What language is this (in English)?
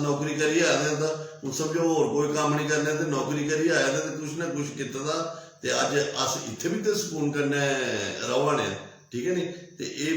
Dogri